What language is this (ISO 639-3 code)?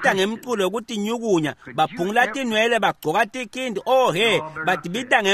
ssw